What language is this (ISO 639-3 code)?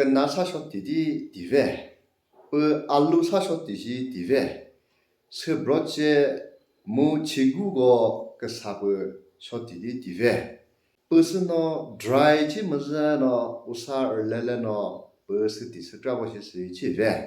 nri